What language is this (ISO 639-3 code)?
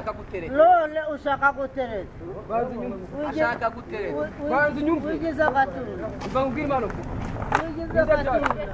kin